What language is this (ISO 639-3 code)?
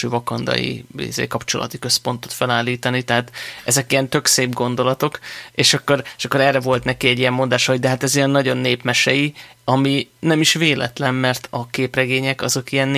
hun